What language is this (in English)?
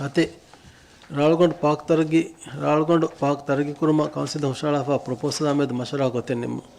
Divehi